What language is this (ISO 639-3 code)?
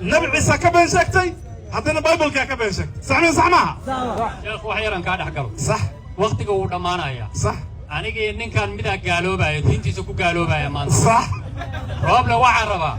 som